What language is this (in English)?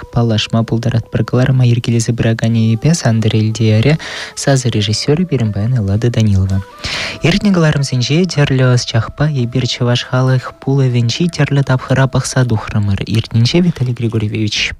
Chuvash